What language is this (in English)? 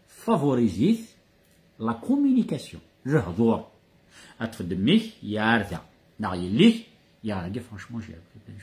Kabyle